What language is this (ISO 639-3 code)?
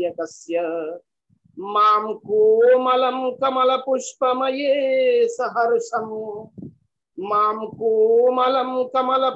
san